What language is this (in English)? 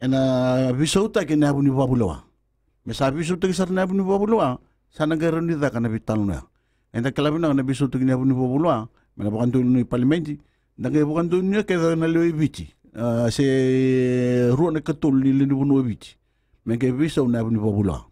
Fijian